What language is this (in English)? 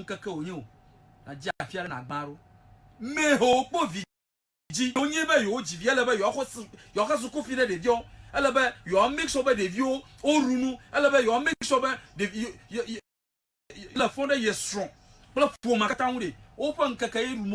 Ewe